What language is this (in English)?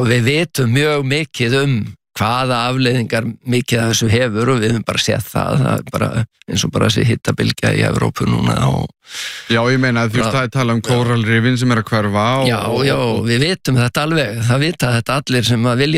Icelandic